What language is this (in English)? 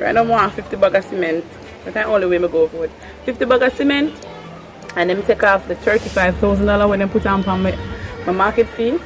Jamaican Creole English